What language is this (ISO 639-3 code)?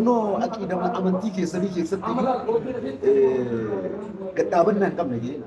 orm